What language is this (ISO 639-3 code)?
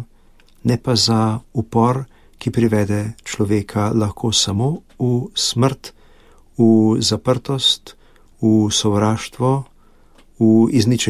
slv